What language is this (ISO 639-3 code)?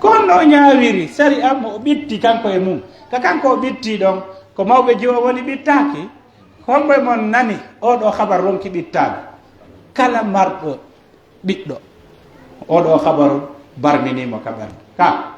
fuf